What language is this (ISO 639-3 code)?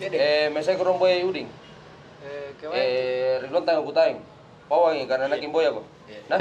mfp